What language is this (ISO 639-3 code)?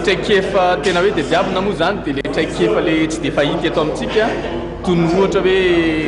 mlg